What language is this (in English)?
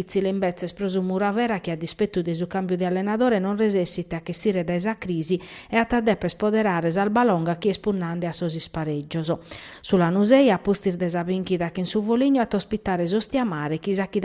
Sardinian